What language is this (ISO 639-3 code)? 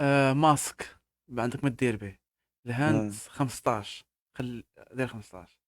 ary